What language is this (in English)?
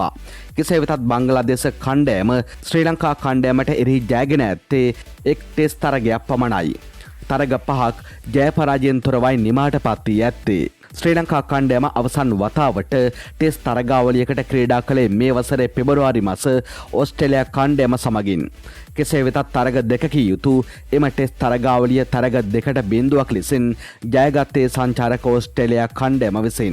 Sinhala